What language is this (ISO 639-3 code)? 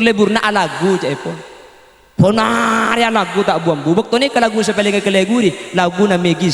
mad